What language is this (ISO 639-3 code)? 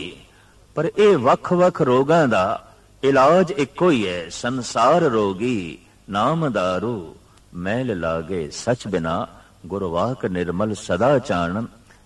pan